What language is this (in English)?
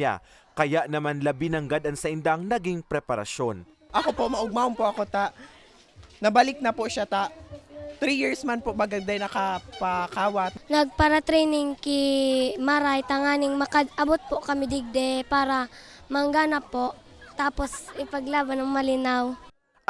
Bikol